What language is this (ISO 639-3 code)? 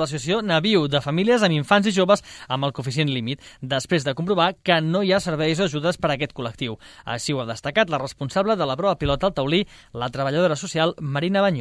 cat